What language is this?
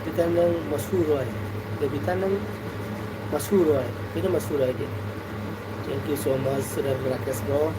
Manipuri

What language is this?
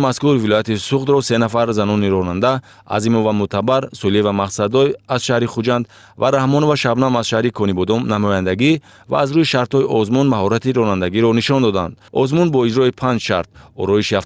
Tajik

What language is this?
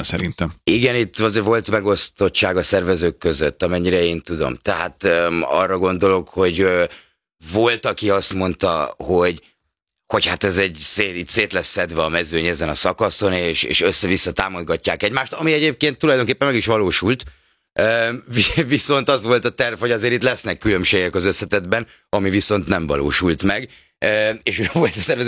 Hungarian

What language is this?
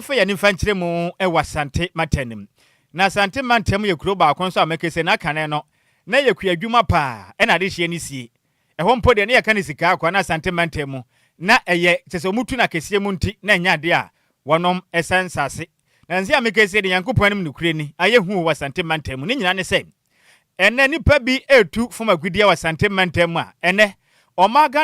Akan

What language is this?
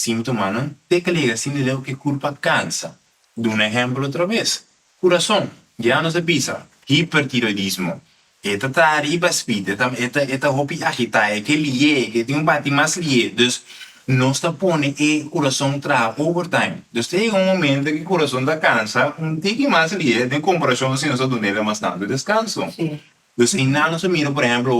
Papiamento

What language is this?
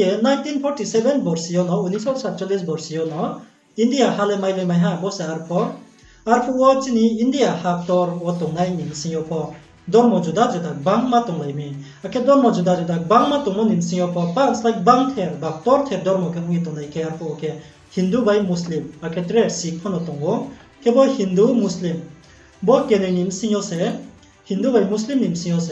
Riang (India)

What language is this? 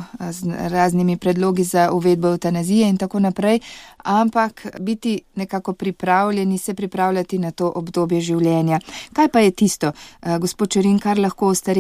Slovenian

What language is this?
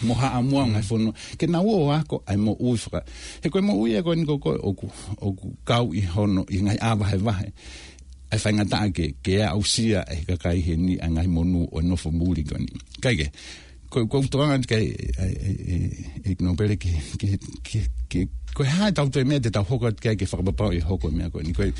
Tongan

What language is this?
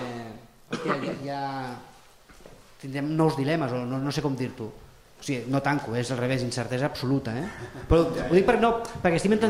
Catalan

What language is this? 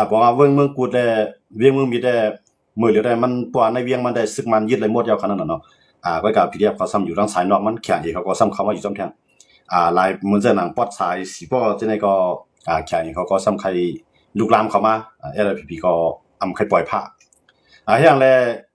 Shan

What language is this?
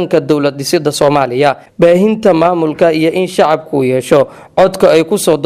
Somali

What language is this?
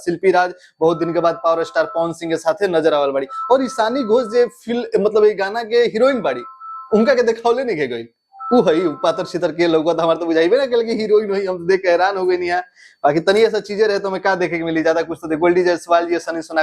Bhojpuri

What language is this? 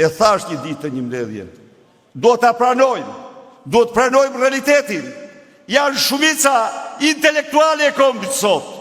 Albanian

